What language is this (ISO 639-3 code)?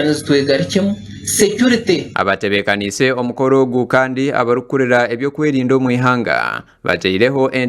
nyn